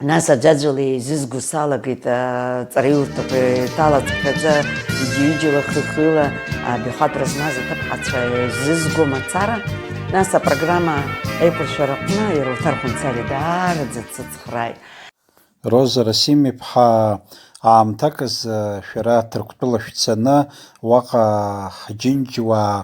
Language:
Abkhazian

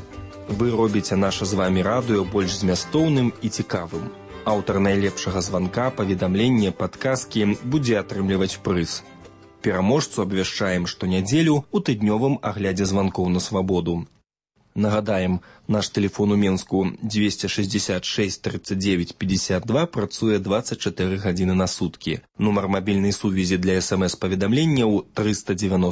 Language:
Belarusian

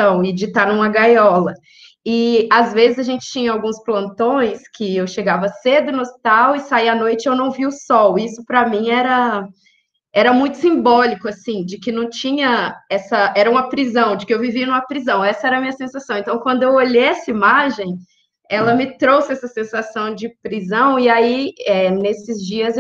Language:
Portuguese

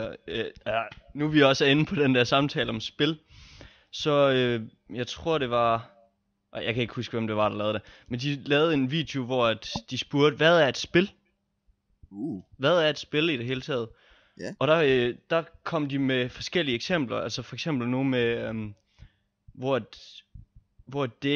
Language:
Danish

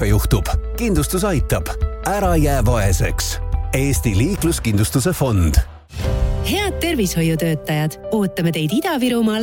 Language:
Estonian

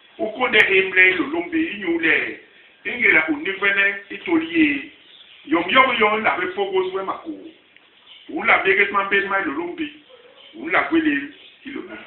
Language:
Basaa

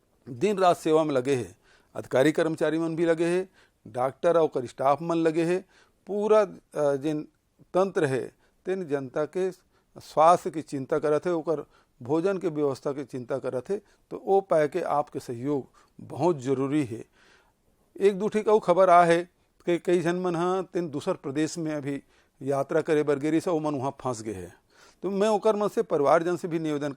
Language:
Chhattisgarhi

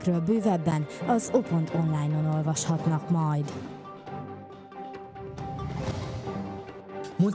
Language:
Hungarian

